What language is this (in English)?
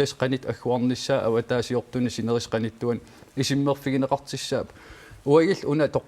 Kalaallisut